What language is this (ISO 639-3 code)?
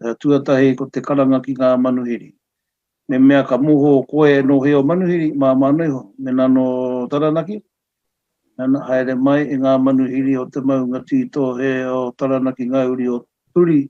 mri